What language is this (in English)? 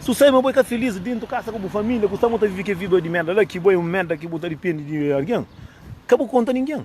Kabuverdianu